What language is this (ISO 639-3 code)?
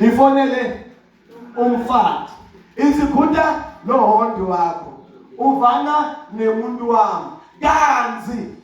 zul